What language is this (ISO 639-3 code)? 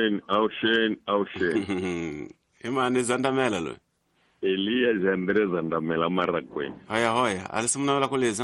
tso